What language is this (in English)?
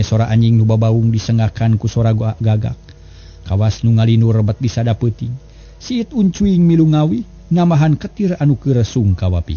Sundanese